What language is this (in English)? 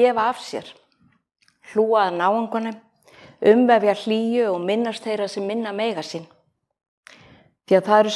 Icelandic